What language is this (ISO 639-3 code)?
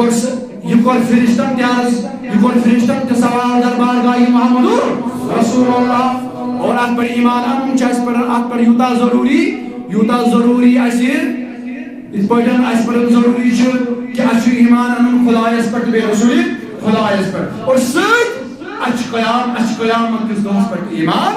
kas